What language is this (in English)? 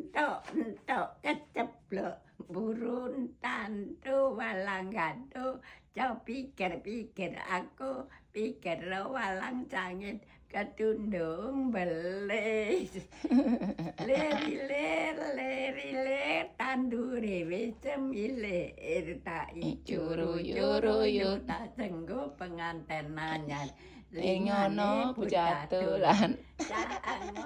Javanese